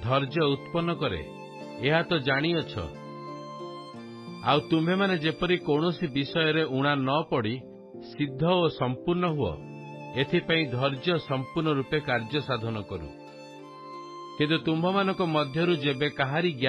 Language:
Odia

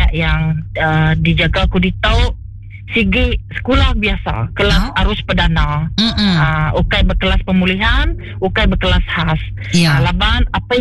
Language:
Iban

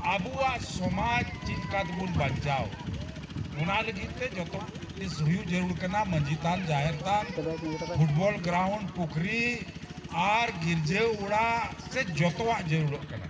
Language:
Santali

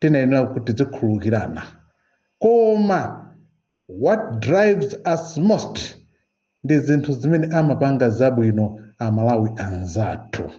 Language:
Nyanja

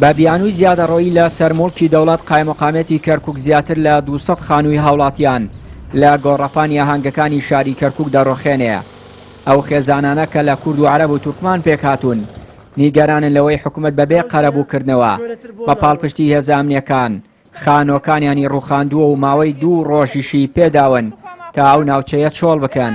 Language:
Central Kurdish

